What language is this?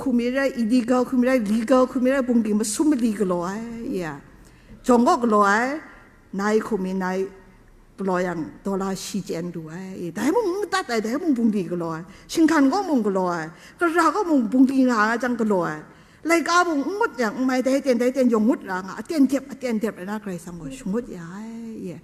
Kachin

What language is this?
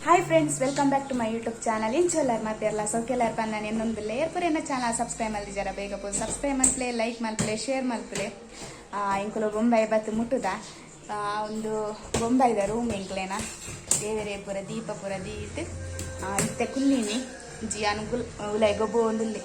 Tulu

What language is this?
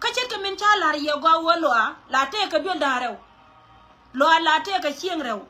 Nuer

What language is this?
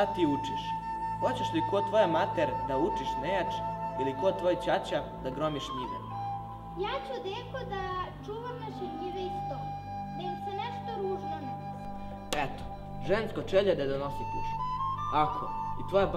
Serbian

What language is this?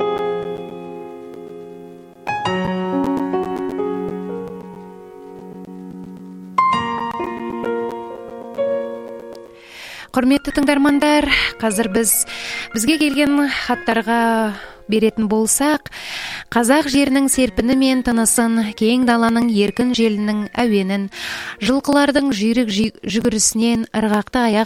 Kazakh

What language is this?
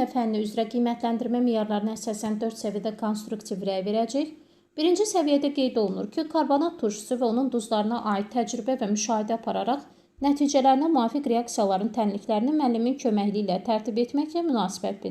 Azerbaijani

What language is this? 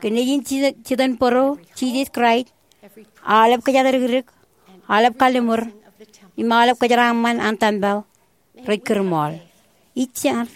Marshallese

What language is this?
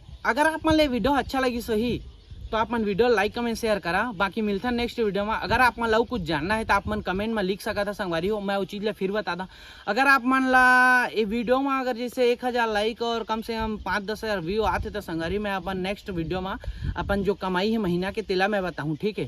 Chhattisgarhi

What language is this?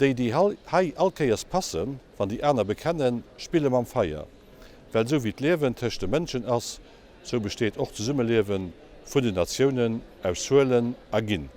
Luxembourgish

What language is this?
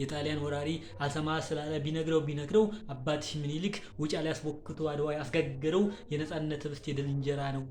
Amharic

